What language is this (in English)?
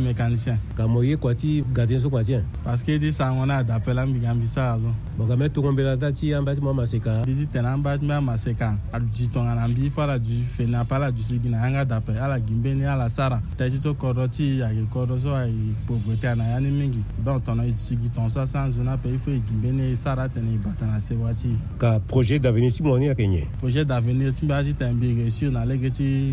Sango